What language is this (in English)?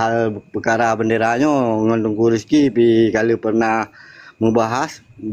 Achinese